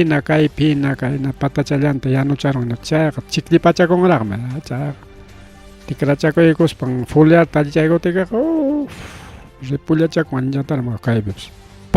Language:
Ayacucho Quechua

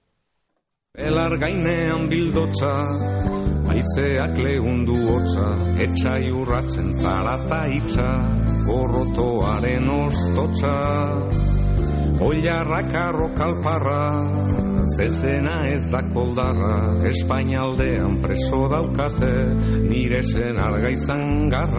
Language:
Basque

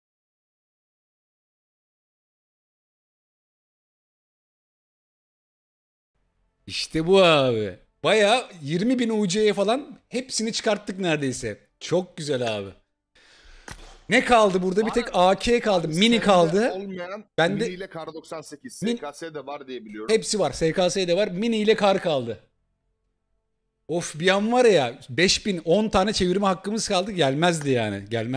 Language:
Turkish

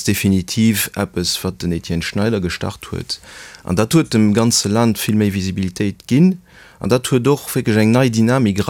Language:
Luxembourgish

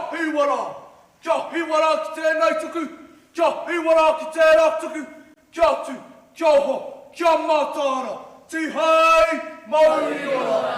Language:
Māori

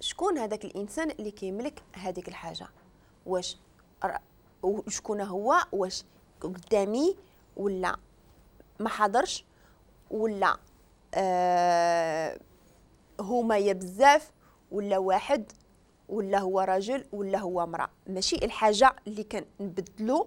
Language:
Moroccan Arabic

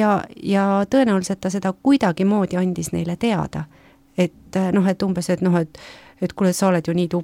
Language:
Estonian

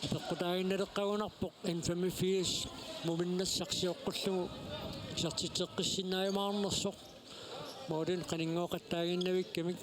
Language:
Kalaallisut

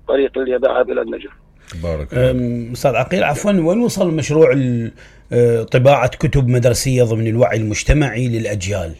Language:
Mesopotamian Arabic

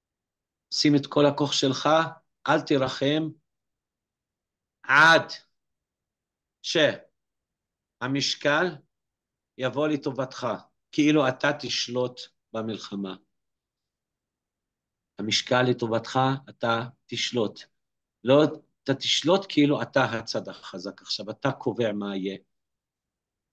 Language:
Hebrew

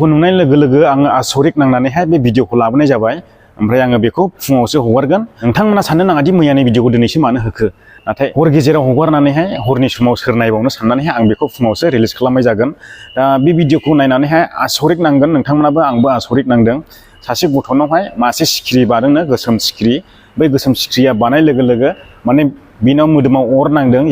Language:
Bodo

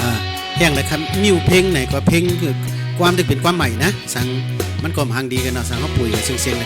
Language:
Shan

